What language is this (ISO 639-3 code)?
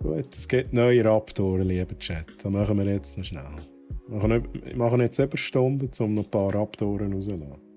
gsw